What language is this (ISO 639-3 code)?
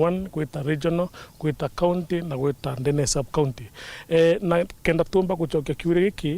mer